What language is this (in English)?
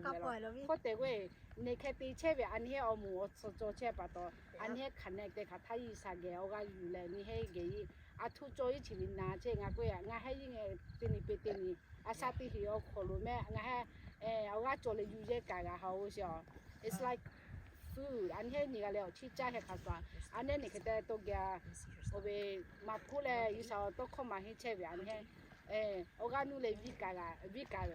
Lahu